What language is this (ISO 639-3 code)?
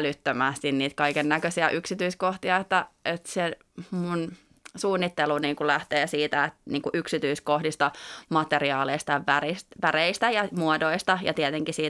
fin